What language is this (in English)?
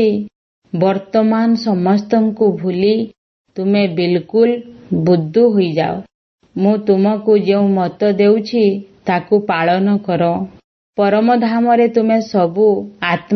Odia